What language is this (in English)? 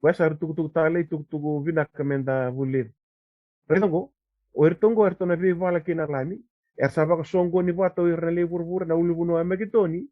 Fijian